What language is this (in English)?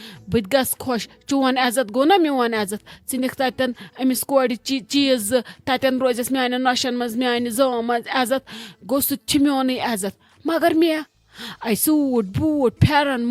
Kashmiri